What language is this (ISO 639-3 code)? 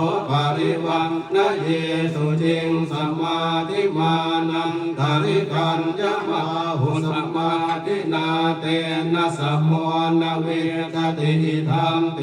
pli